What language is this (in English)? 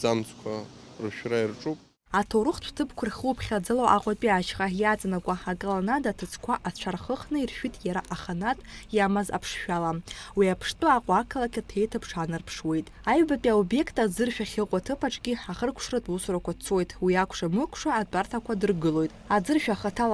Abkhazian